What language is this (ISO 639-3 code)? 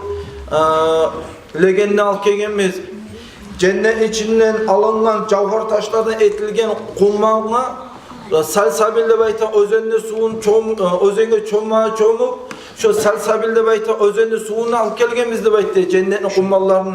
kum